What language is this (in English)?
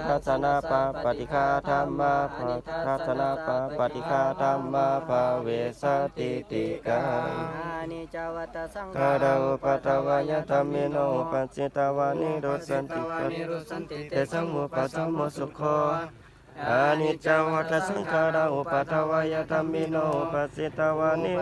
Pali